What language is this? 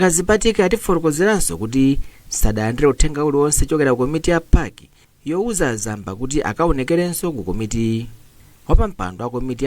Nyanja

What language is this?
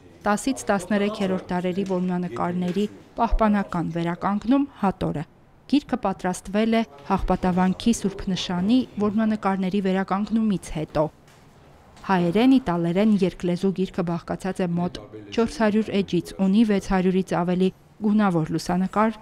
Armenian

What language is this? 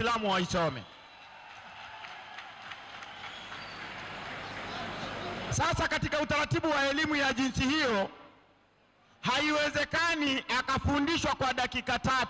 Swahili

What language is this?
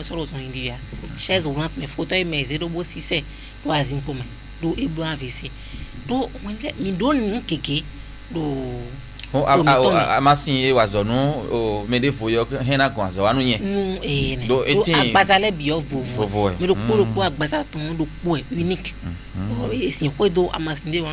Fon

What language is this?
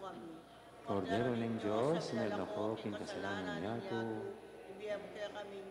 Pampanga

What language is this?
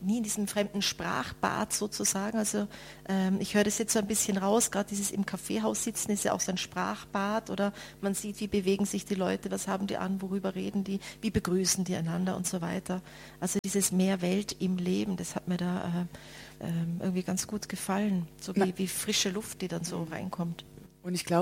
German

